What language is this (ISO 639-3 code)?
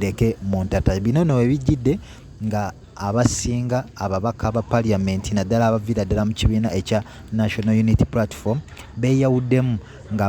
lug